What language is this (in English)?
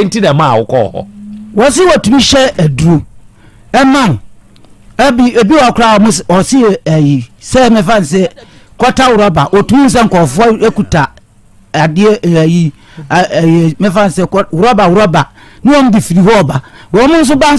Akan